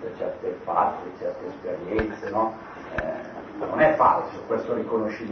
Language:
Italian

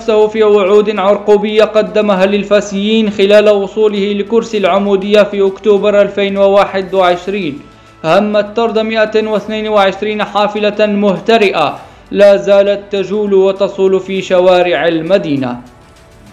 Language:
Moroccan Arabic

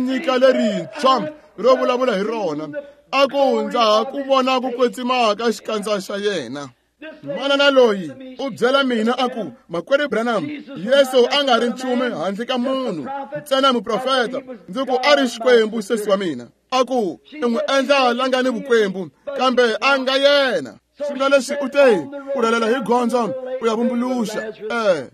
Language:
Tsonga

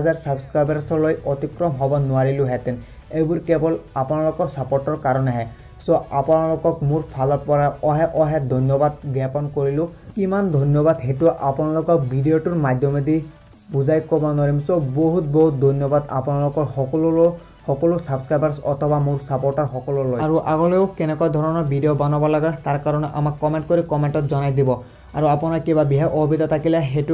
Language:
Assamese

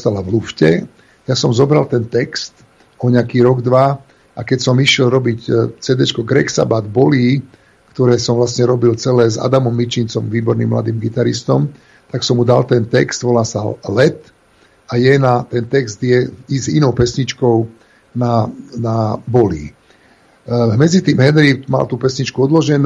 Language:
Slovak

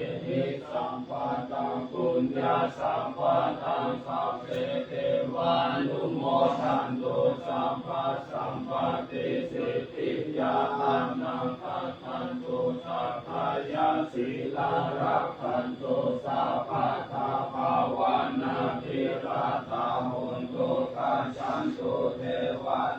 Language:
Pali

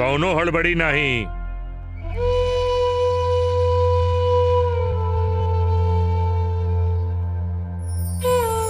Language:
Bhojpuri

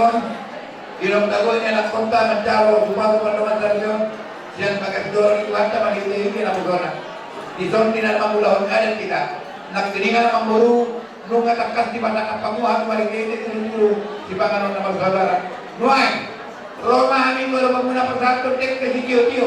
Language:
Batak Toba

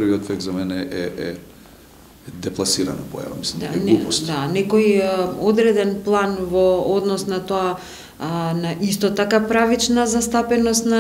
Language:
Macedonian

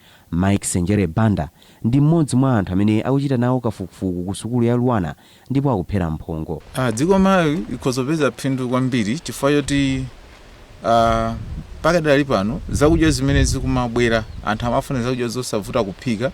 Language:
Nyanja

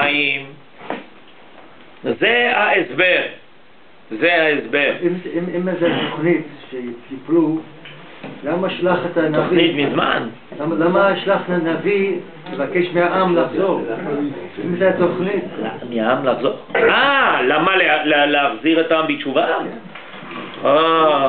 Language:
Hebrew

